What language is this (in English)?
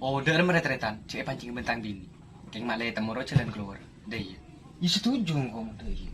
Madurese